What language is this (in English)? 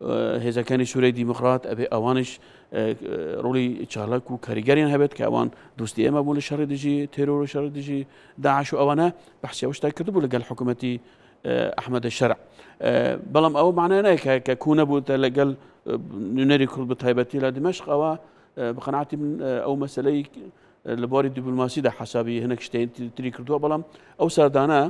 Central Kurdish